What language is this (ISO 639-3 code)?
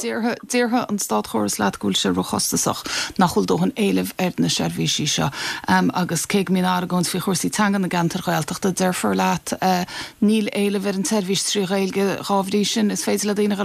gle